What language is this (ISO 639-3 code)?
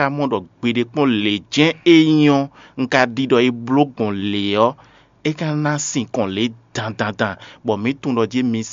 fon